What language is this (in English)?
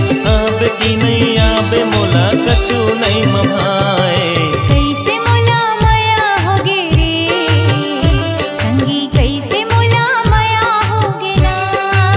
Chhattisgarhi